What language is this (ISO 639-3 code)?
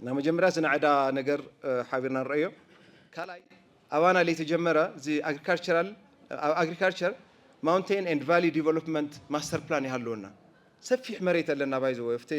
tir